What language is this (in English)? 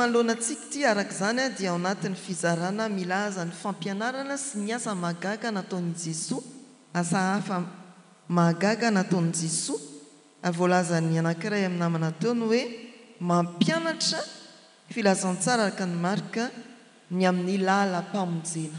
Malagasy